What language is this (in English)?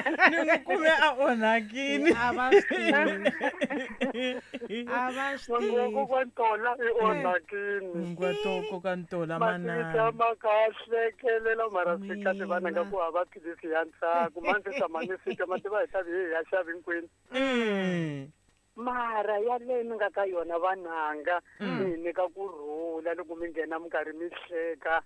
Tsonga